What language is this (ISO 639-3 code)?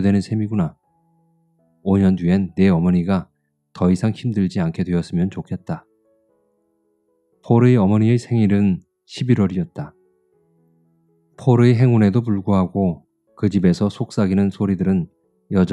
kor